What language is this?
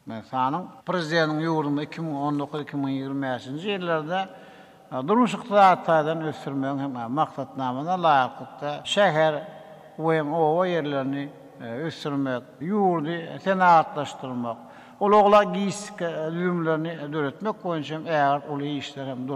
Turkmen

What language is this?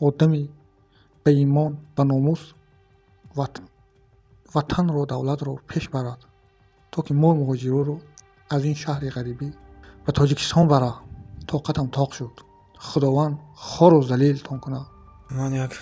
Tajik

